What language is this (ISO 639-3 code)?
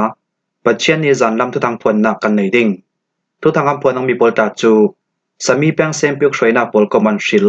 cfm